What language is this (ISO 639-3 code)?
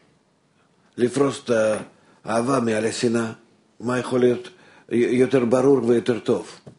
heb